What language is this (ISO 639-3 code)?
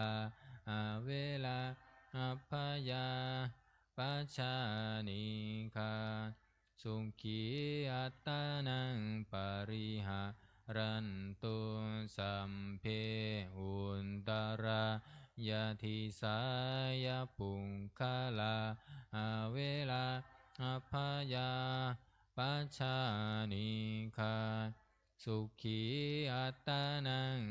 pli